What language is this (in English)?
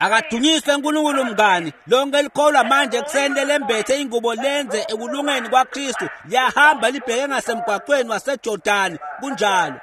Swati